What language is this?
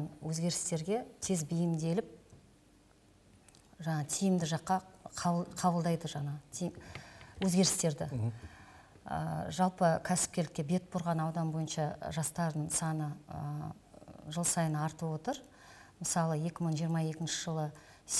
Kazakh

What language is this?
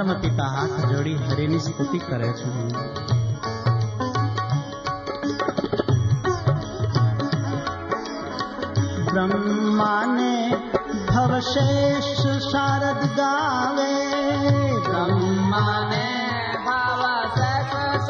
Gujarati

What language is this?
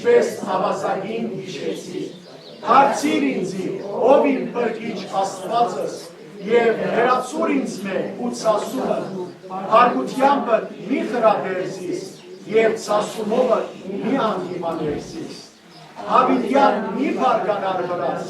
Western Armenian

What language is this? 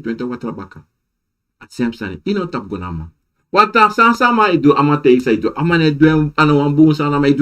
Sranan Tongo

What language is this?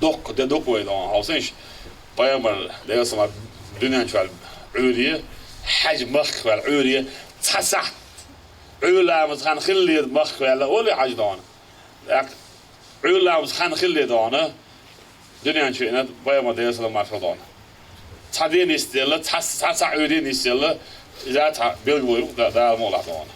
Chechen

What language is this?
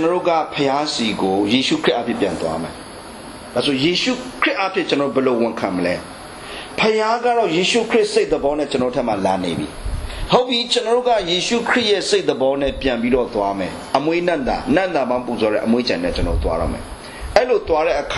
Burmese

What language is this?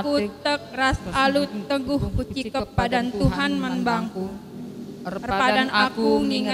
Batak Karo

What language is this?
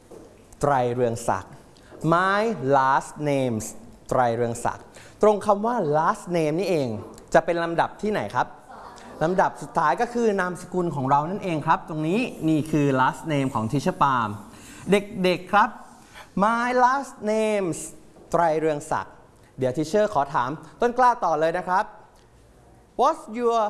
Thai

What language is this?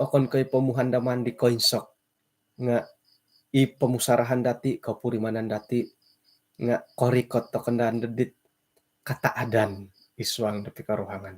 Central Dusun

